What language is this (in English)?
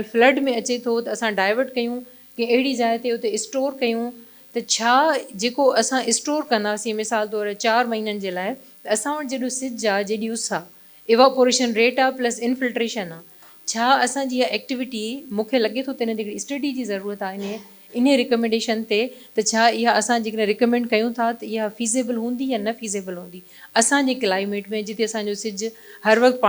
Sindhi